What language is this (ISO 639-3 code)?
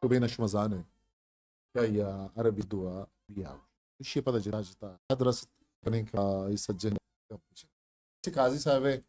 bgp